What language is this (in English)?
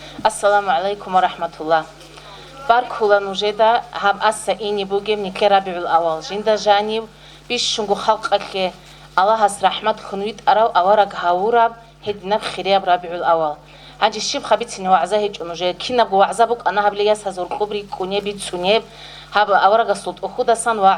Avaric